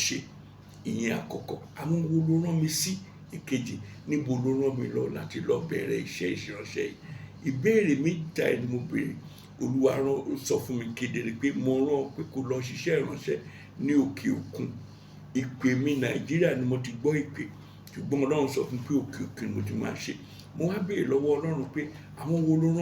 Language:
Yoruba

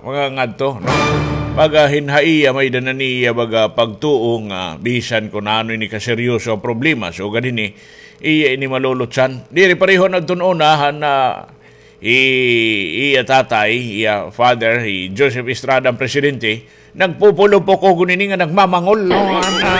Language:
Waray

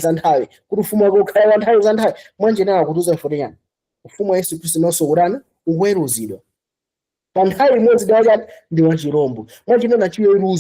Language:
Nyanja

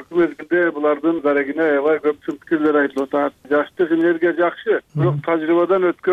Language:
Kyrgyz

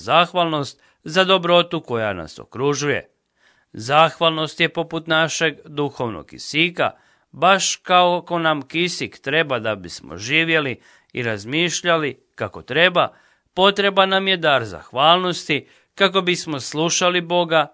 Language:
Croatian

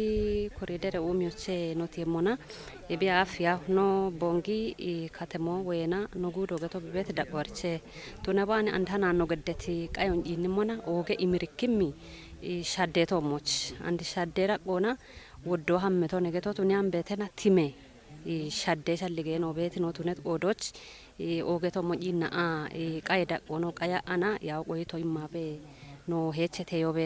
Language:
Kafa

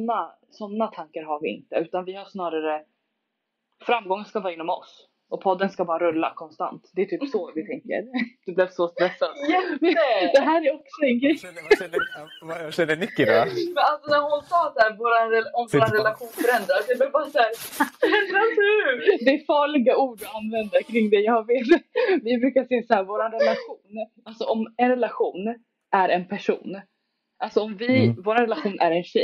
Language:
Swedish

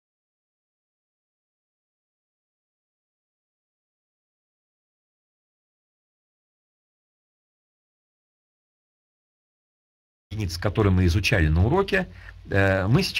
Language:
Russian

